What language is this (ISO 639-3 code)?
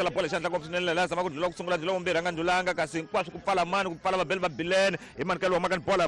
tso